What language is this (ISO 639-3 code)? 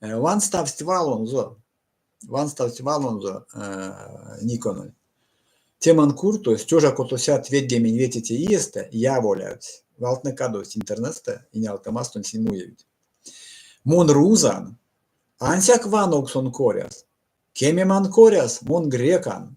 myv